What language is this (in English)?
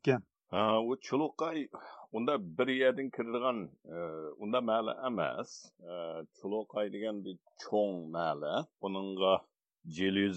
Uyghur